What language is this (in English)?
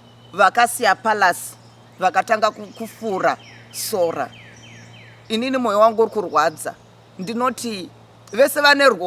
Shona